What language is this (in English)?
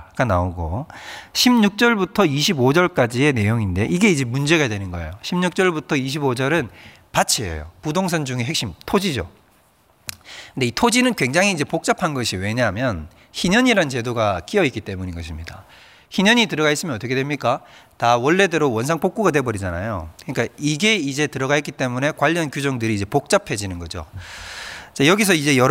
Korean